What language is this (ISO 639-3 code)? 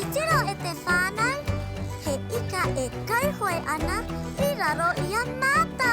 mri